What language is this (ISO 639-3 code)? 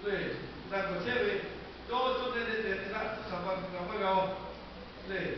lhu